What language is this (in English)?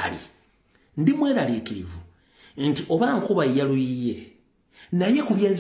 Ganda